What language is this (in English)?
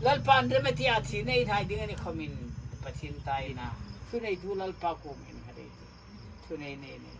Hmar